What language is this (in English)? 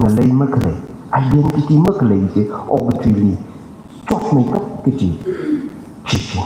Tangkhul Naga (India)